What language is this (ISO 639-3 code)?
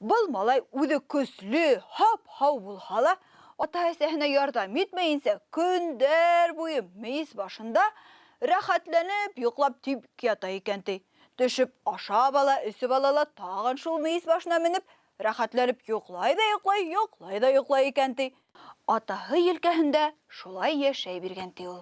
bak